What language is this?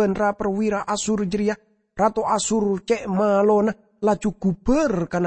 Madurese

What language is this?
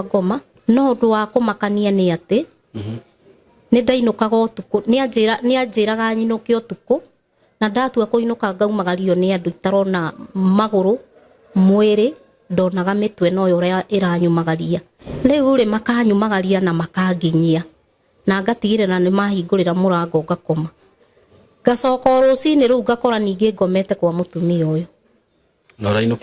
Kikuyu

